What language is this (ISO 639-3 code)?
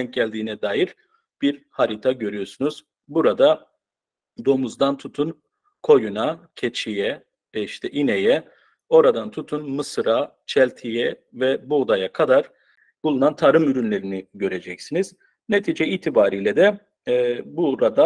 tur